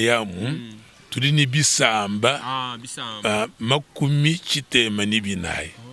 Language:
Luba-Lulua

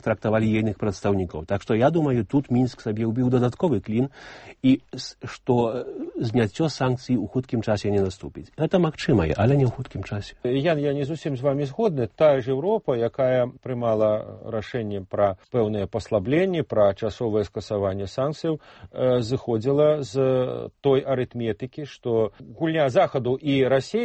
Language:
Belarusian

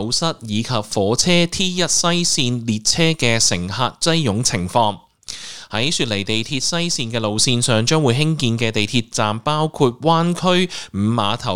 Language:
Cantonese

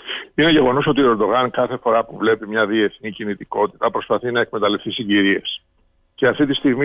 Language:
Greek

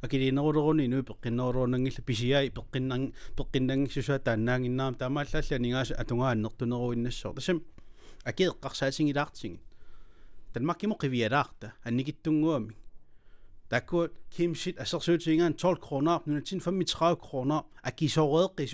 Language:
Kalaallisut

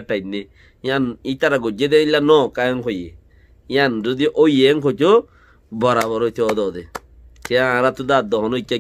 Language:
Rohingya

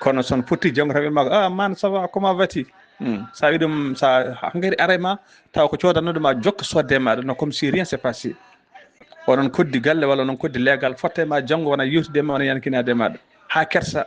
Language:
Fula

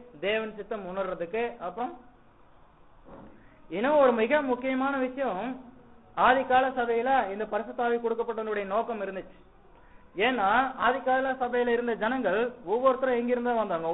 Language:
Tamil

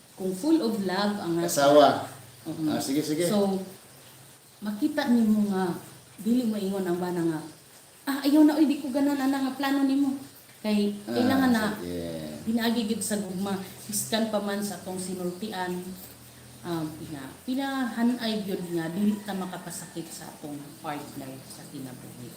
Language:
Cebuano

